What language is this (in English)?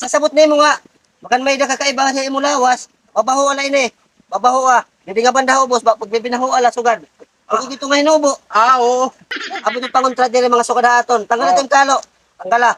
Waray